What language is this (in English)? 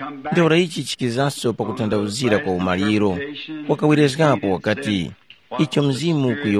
Tumbuka